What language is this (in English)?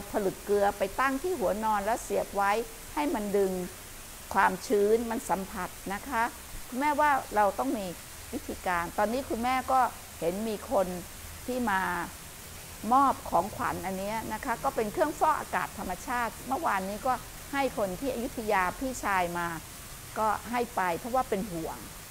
Thai